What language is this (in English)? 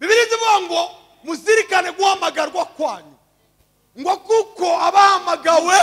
Kinyarwanda